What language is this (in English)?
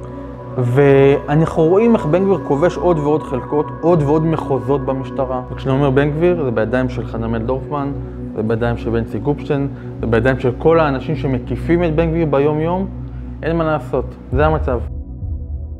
Hebrew